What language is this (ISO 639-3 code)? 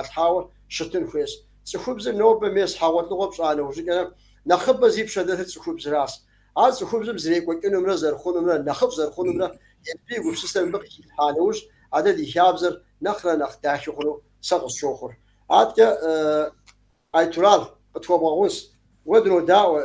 kbd